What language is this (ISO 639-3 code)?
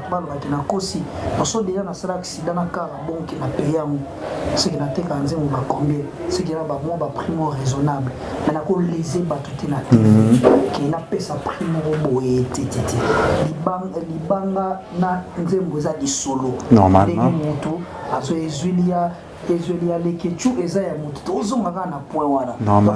lin